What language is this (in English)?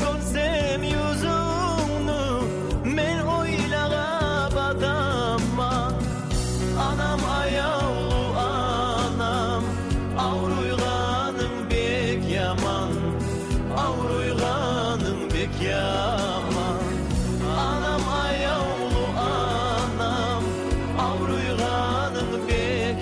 Kumyk